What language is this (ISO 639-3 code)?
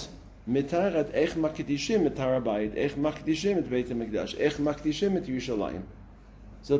heb